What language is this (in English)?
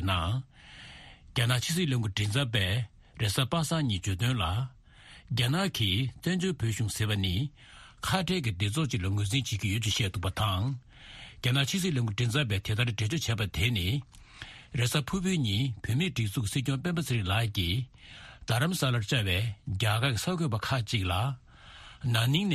Tibetan